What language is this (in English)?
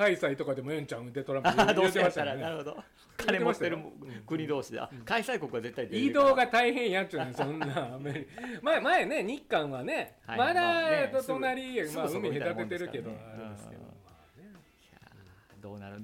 Japanese